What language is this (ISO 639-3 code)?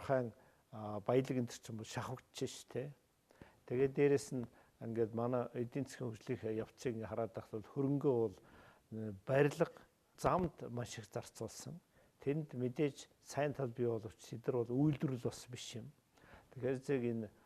mon